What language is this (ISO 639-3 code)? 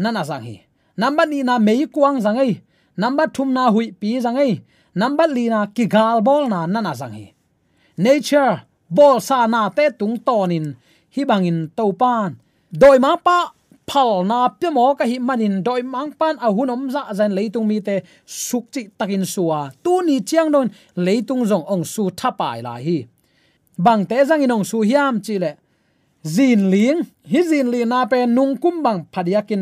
ctd